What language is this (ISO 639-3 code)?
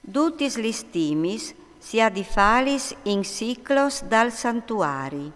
fur